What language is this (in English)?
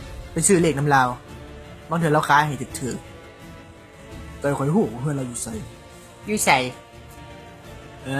Lao